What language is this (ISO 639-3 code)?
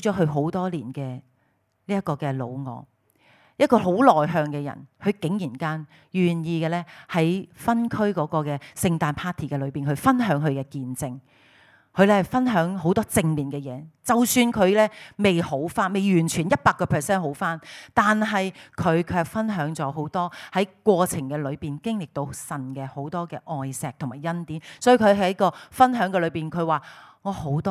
yue